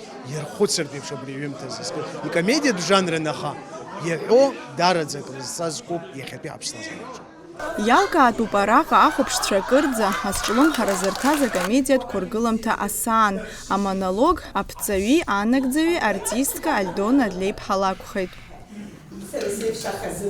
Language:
Abkhazian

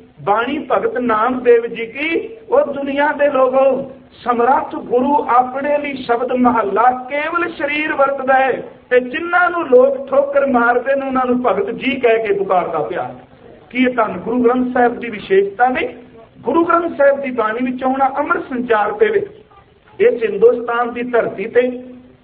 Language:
Punjabi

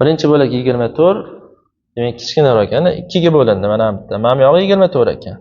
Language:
Uzbek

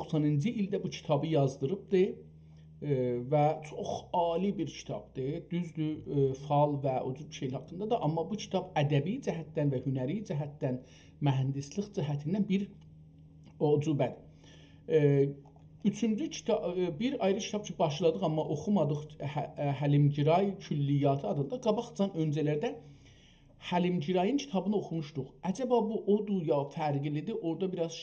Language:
South Azerbaijani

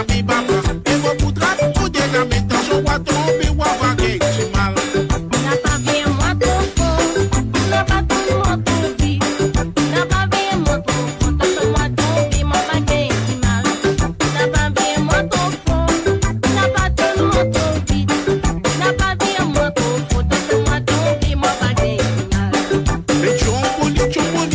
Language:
Morisyen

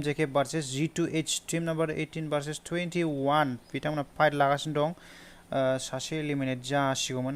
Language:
Bodo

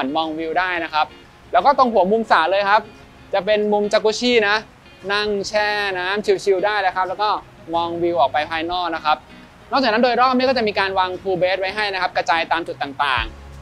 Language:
Thai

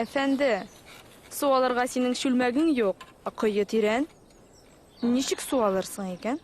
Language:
Tatar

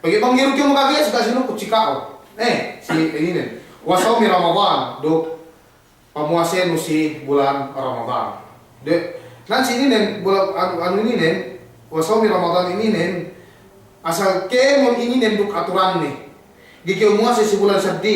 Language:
Yakan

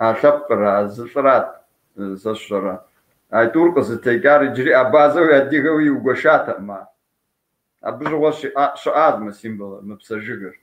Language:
Kabardian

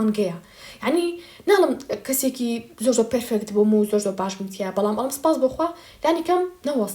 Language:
Central Kurdish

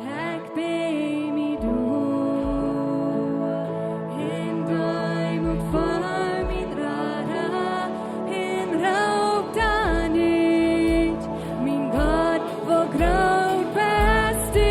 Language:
Plautdietsch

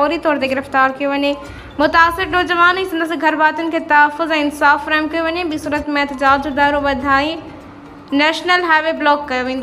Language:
Sindhi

